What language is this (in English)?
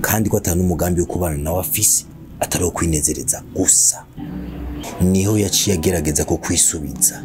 Rundi